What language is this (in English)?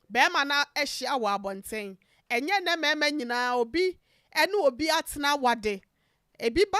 Akan